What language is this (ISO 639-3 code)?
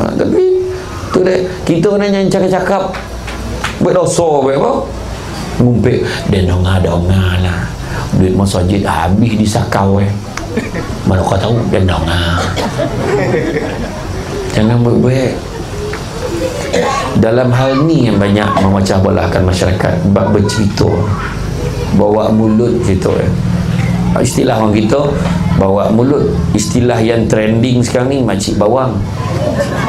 msa